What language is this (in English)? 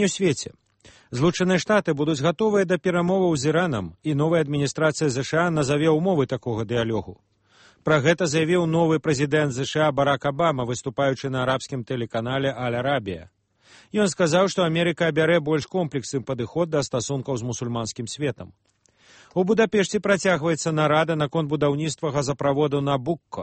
Belarusian